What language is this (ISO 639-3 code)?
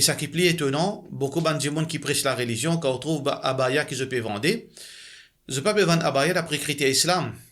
mfe